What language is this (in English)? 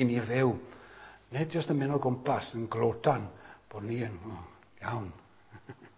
Welsh